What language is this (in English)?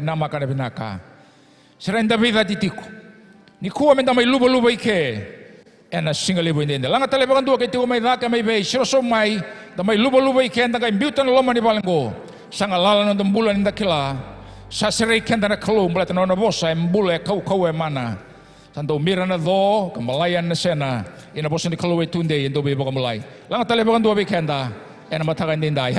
Fijian